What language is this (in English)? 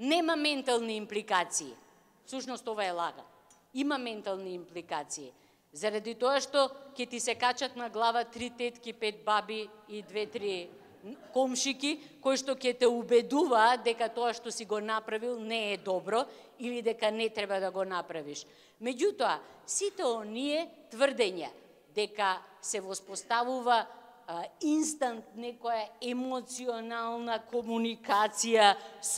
Macedonian